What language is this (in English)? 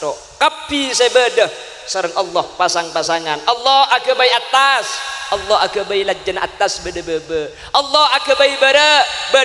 Madurese